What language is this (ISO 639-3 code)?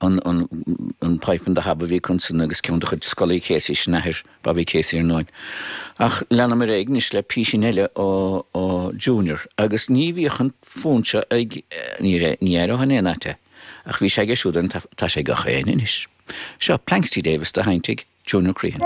gle